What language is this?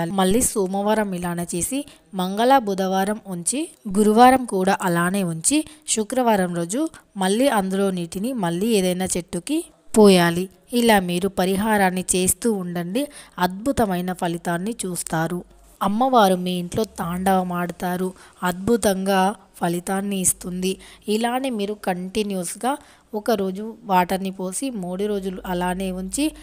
Telugu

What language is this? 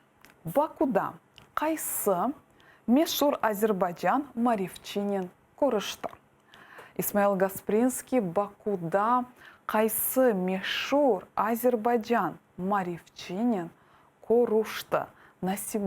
Crimean Tatar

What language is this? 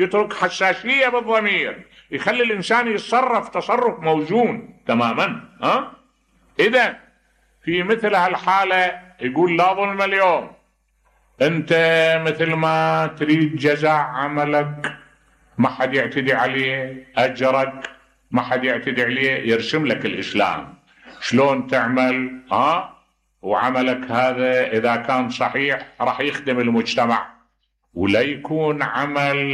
Mesopotamian Arabic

